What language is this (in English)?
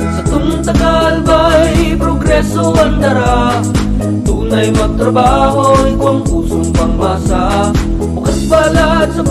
Bikol